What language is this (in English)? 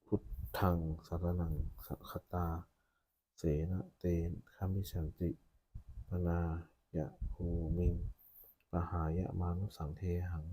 Pali